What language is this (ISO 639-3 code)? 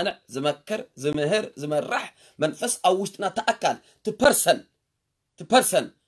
tir